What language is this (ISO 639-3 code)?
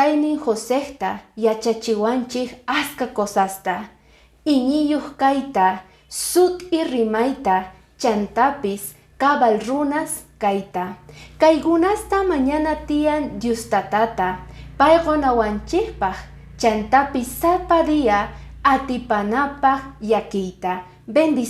que